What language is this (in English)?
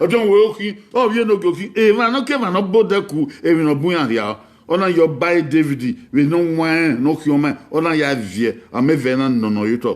Bini